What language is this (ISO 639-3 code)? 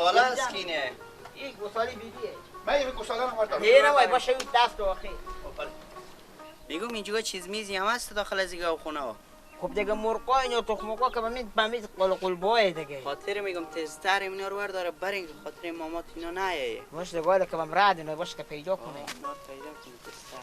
fas